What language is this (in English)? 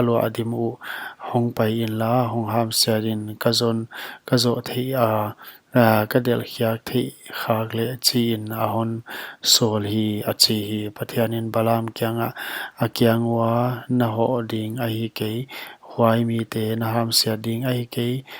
Paite Chin